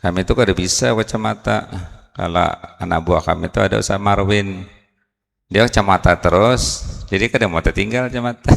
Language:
Banjar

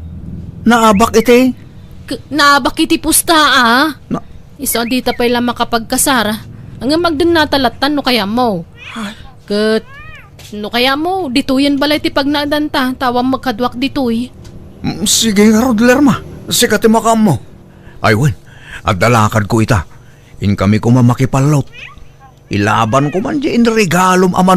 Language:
Iloko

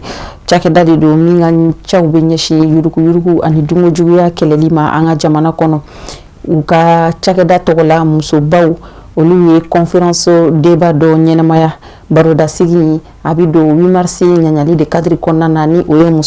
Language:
Bambara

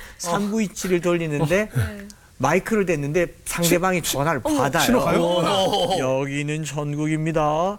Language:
Korean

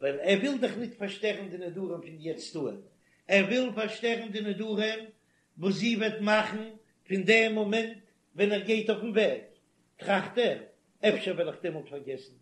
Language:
Yiddish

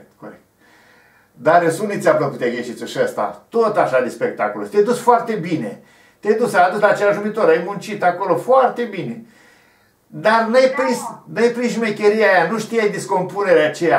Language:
Romanian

